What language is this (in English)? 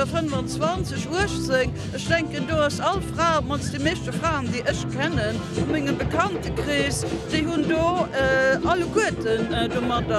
Luxembourgish